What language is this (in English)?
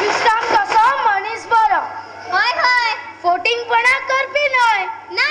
Konkani